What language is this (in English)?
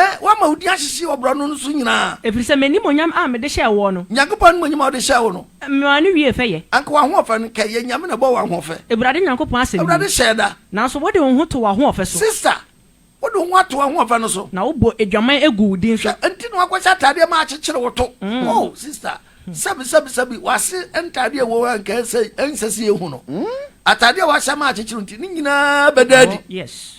Akan